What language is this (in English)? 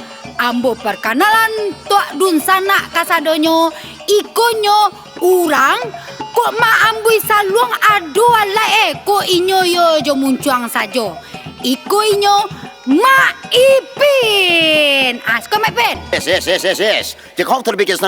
Minangkabau